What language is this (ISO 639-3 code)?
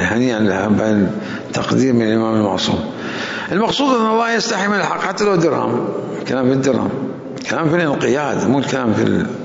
acm